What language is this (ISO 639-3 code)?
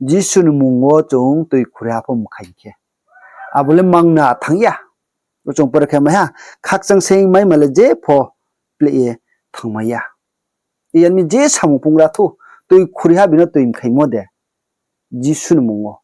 ria